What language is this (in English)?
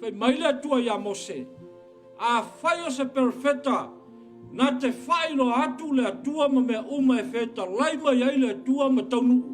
Samoan